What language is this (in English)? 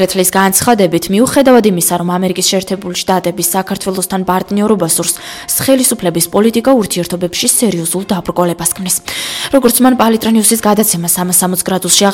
Georgian